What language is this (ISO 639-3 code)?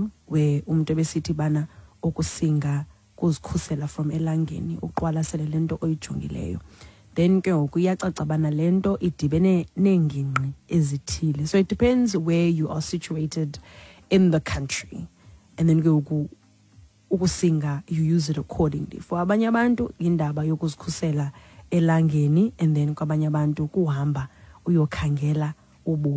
xho